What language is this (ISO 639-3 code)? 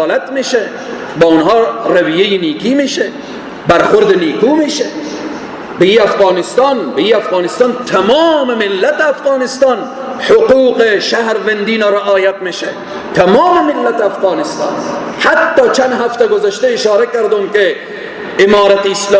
fas